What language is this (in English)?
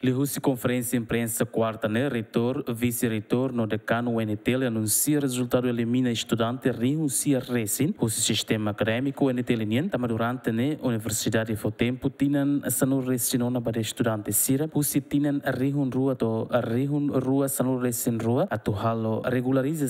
Tetum